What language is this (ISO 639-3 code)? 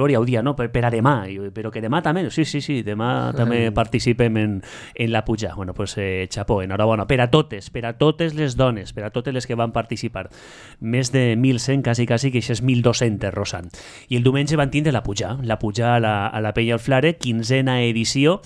cat